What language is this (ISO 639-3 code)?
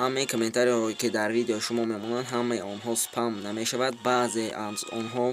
tgk